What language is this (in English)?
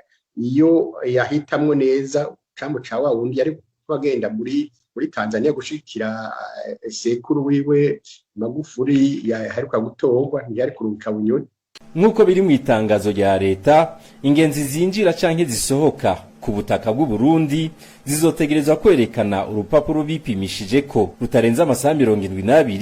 Rundi